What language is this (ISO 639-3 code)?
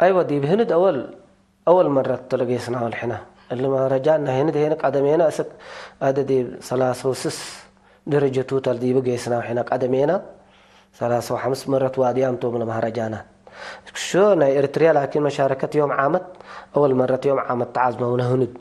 tig